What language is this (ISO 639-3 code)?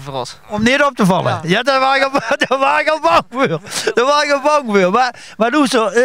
lim